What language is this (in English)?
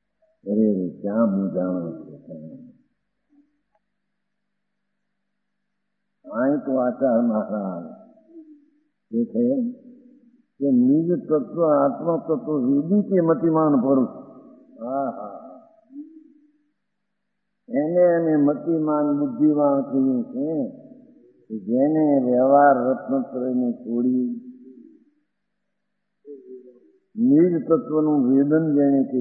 Gujarati